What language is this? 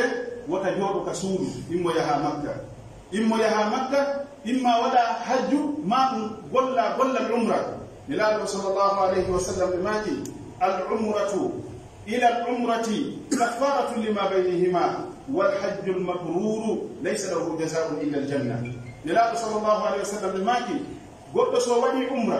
Pular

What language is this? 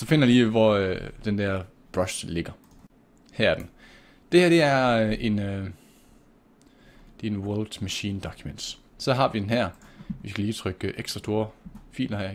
Danish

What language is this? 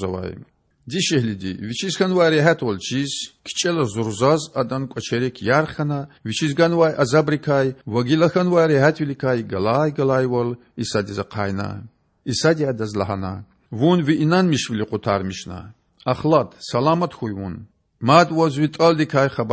Lezghian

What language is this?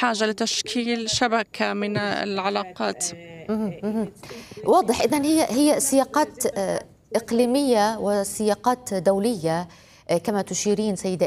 Arabic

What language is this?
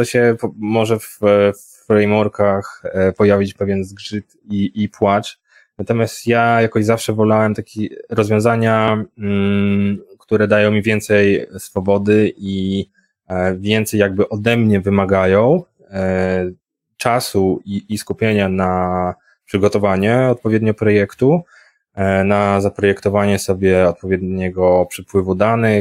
Polish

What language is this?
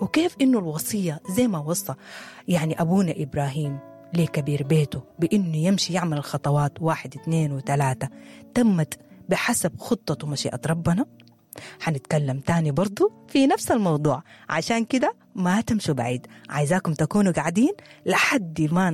Sudanese Arabic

